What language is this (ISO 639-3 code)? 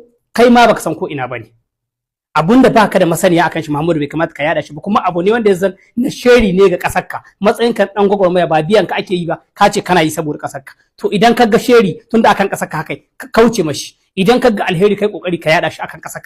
hau